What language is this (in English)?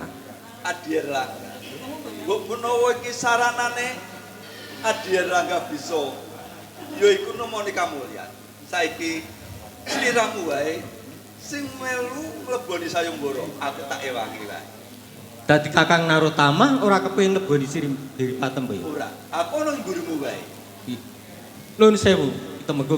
Javanese